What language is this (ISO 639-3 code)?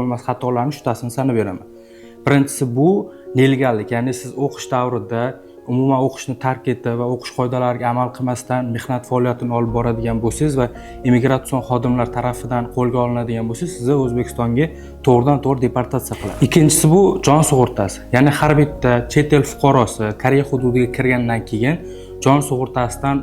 uzb